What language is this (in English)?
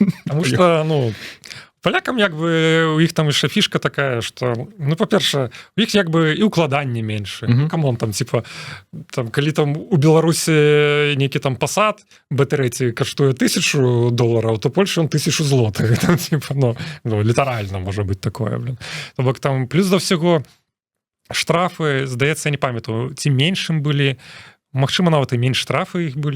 Belarusian